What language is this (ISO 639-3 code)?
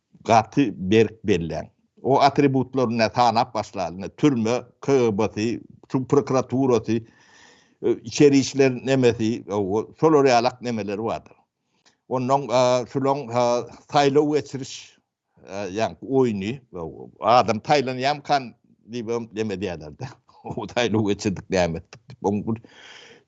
tuk